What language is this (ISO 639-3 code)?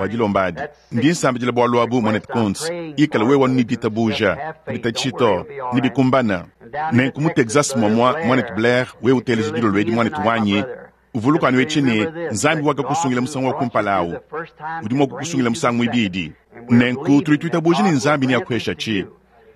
lua